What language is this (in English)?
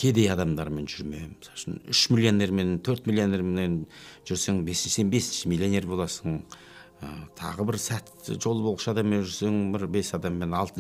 Kazakh